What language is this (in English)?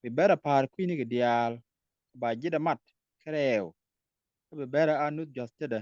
Nuer